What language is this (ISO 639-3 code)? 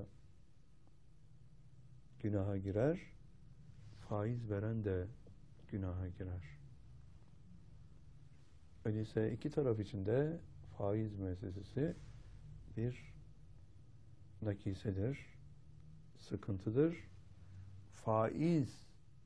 tur